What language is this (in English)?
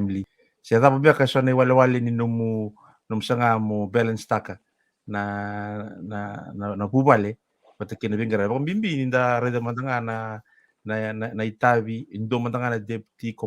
Fijian